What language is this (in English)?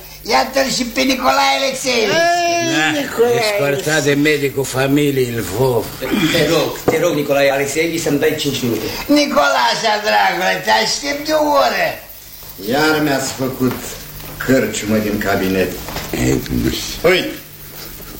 Romanian